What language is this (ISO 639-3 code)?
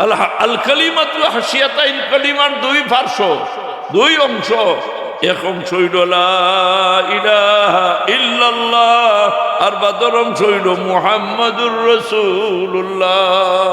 syl